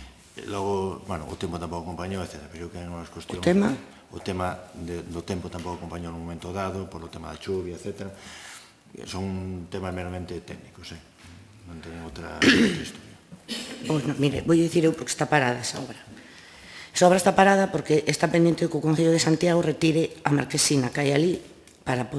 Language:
Galician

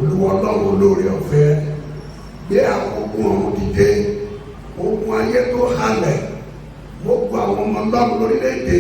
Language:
Yoruba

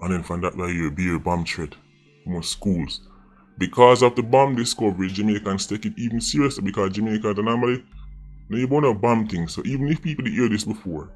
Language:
Jamaican Creole English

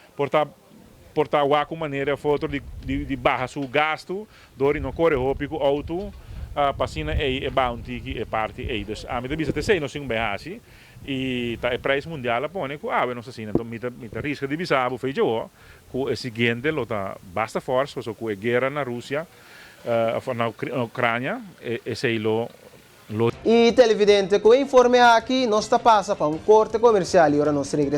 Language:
Papiamento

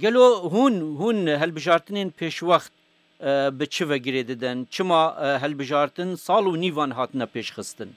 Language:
Kurdish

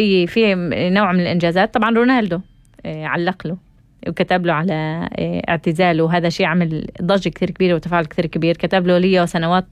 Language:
North Levantine Arabic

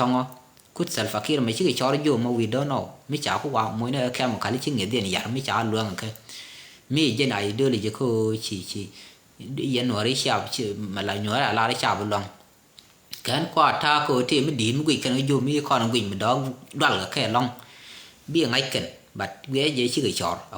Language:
Nuer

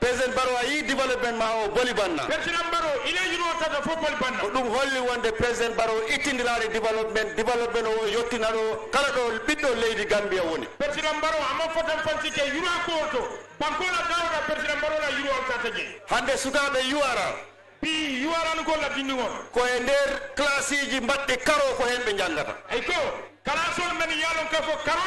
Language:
Fula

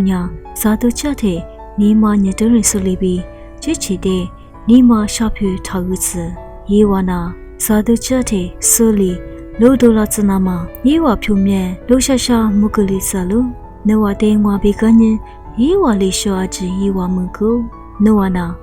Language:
Lisu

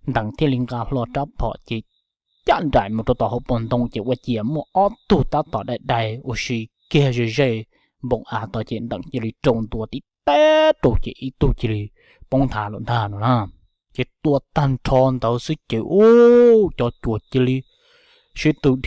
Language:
Hmong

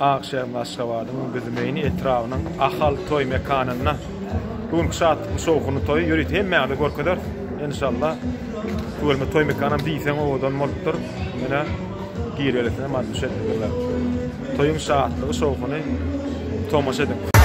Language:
Turkmen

